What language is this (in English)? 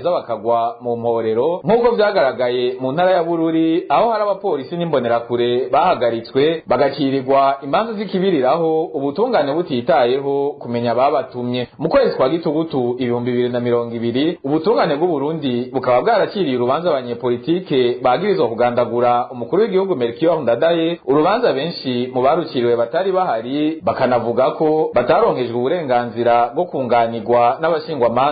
Rundi